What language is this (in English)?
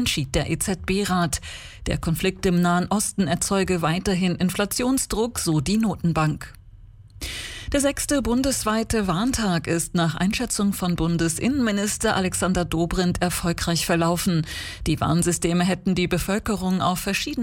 German